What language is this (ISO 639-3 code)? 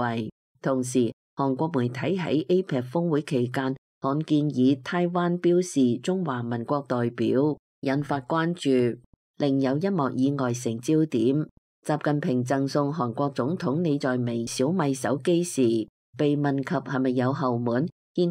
yue